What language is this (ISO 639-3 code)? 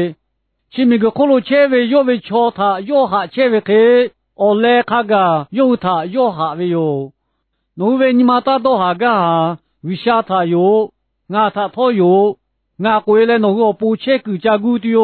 lhu